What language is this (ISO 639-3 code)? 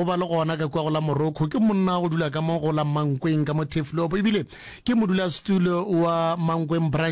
nso